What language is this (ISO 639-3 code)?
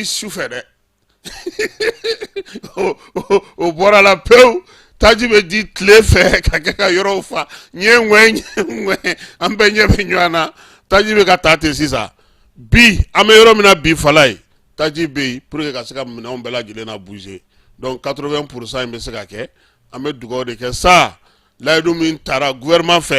bam